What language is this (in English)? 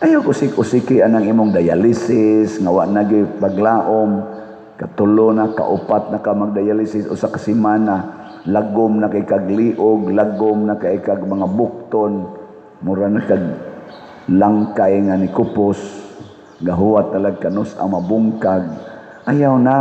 Cebuano